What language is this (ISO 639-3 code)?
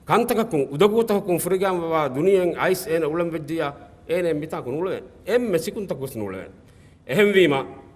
div